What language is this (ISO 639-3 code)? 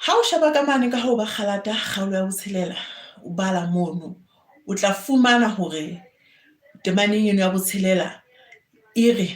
sot